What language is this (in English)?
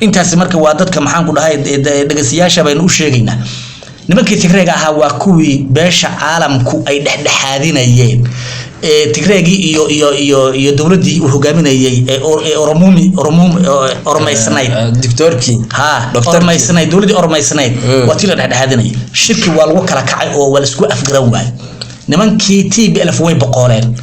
Somali